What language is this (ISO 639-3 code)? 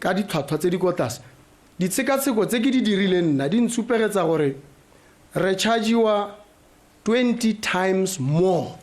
tsn